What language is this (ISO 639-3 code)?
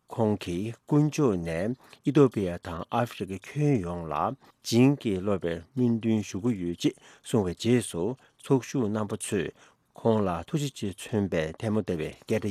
bod